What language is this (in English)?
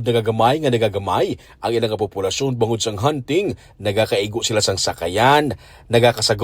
Hiligaynon